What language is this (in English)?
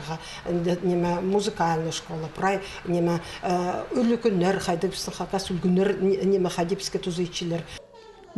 Khakas